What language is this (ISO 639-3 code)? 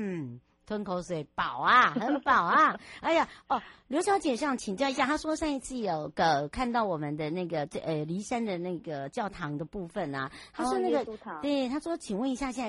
zho